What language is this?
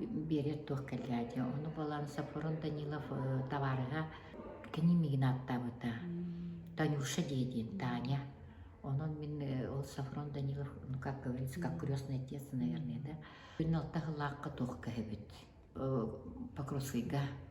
Yakut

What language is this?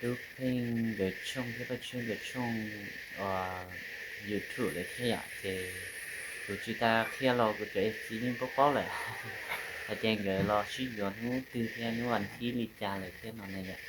Hmong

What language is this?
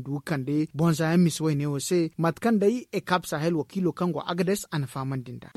Zarma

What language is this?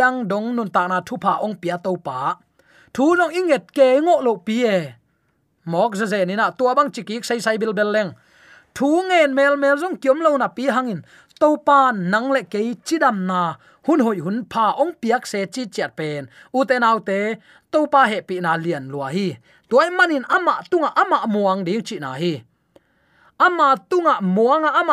Tedim Chin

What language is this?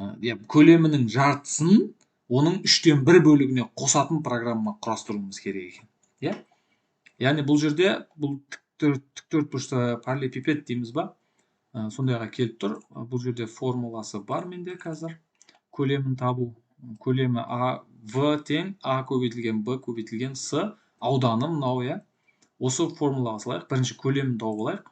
Kazakh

